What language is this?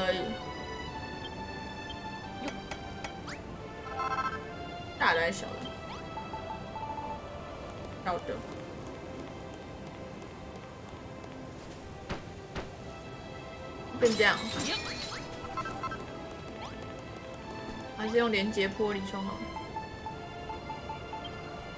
Chinese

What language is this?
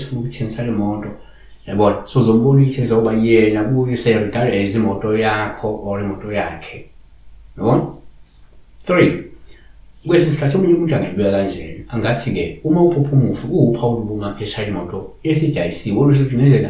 Zulu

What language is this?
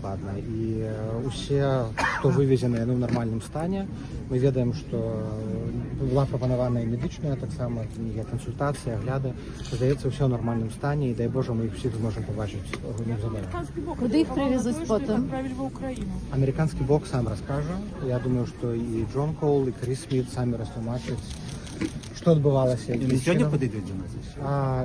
Belarusian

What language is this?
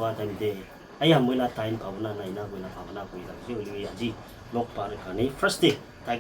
Naga Pidgin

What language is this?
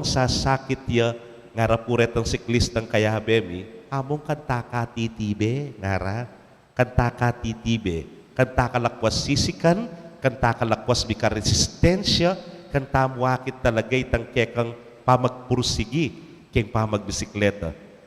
Pampanga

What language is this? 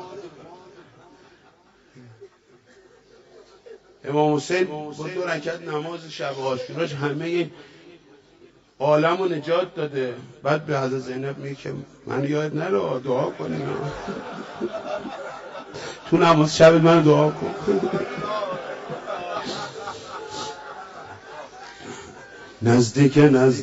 Persian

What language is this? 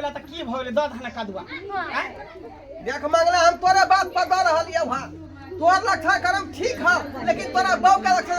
Maithili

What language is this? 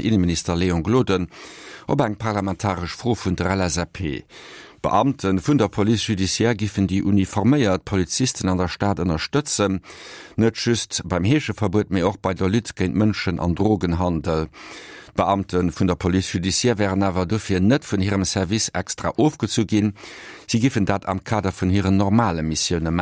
Luxembourgish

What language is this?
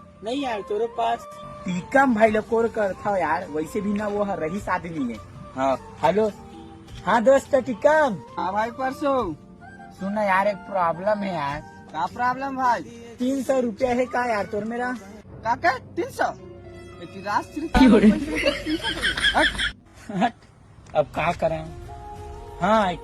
Chhattisgarhi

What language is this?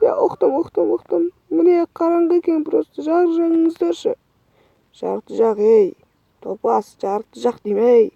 Kazakh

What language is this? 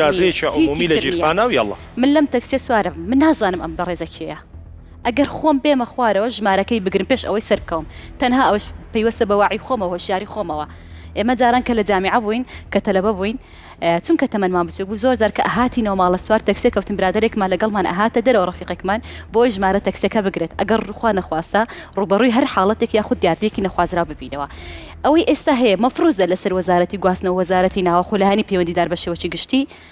Central Kurdish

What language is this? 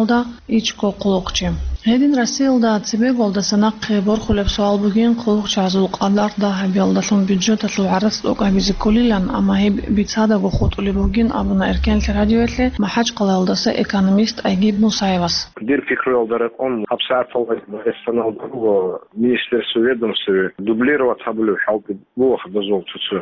Avaric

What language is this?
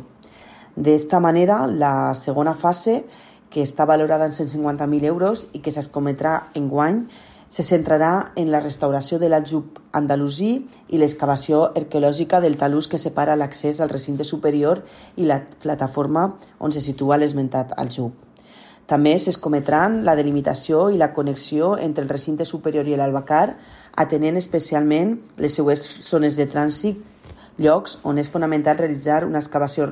Catalan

